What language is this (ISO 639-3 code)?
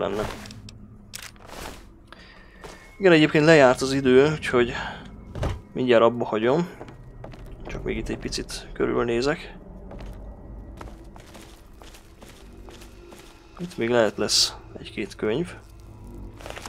hun